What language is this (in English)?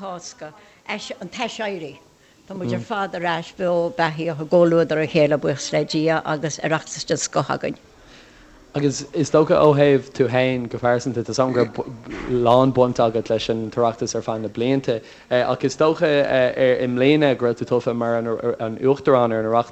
Irish